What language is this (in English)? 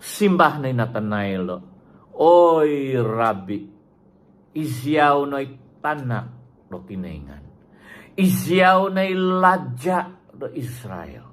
Central Dusun